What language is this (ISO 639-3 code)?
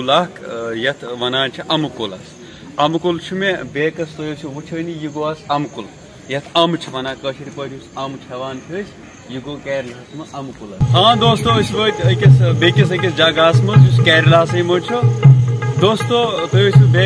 kas